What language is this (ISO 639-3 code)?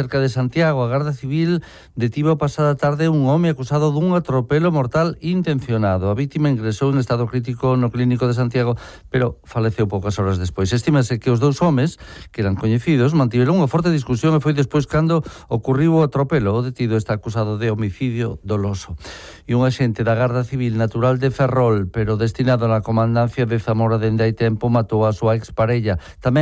glg